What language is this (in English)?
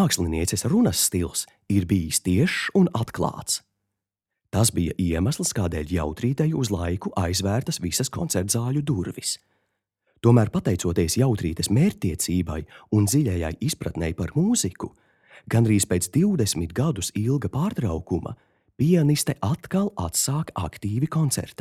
Latvian